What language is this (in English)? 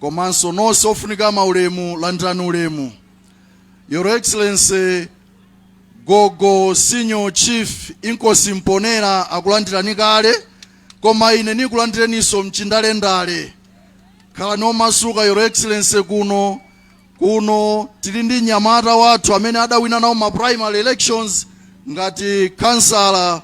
Nyanja